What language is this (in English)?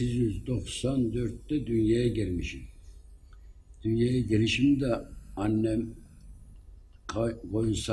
Turkish